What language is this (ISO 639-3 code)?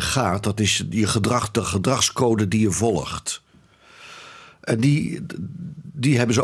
nld